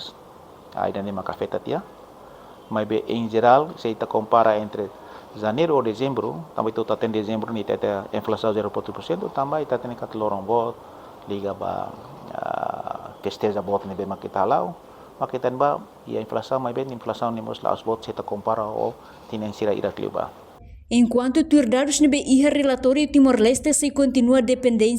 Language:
Tetum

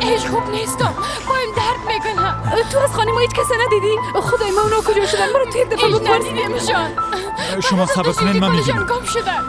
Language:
Persian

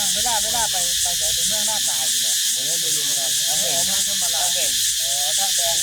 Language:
Northeastern Thai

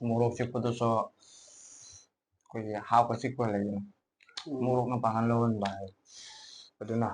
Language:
Manipuri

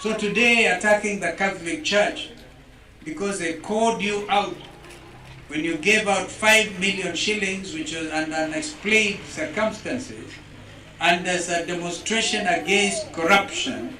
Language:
Kamba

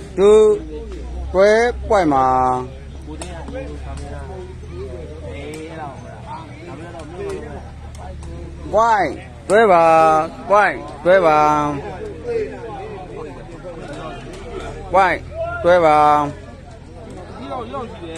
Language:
Burmese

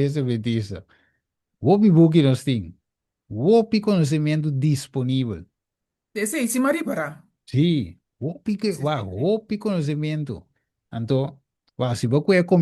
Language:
Papiamento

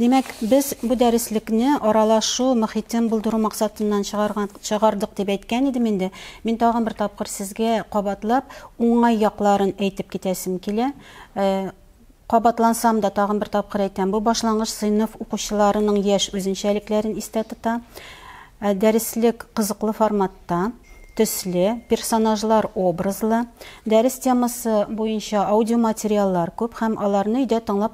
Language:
Tatar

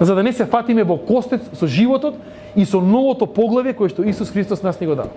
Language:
Macedonian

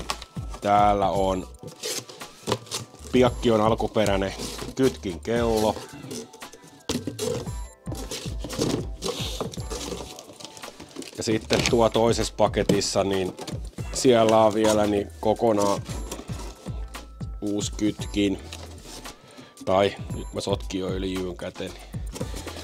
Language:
Finnish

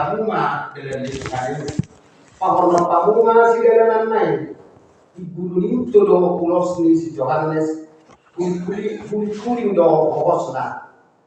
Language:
Batak Toba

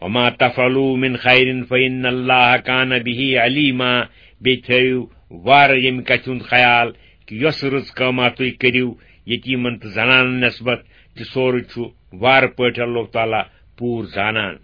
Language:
Kashmiri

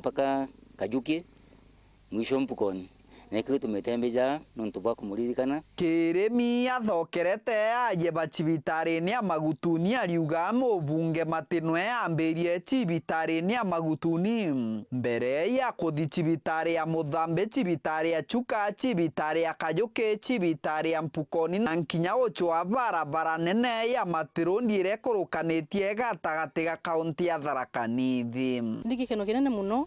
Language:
Meru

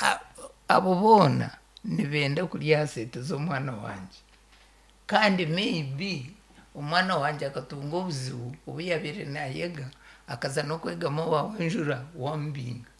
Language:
Nyoro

